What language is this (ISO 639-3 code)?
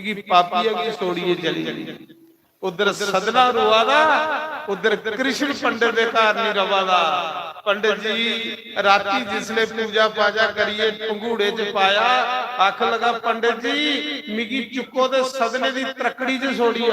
doi